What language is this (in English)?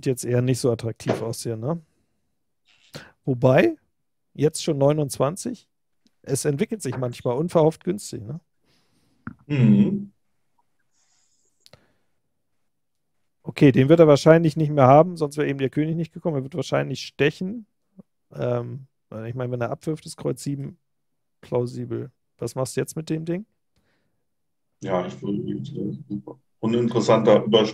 German